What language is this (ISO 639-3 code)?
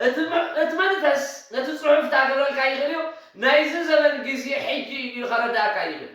tir